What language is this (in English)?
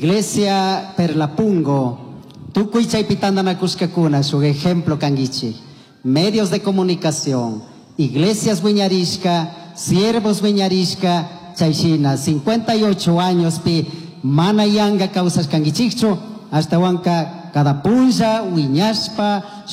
Chimborazo Highland Quichua